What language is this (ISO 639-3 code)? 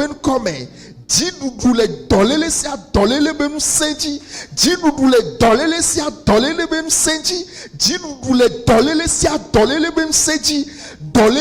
ewe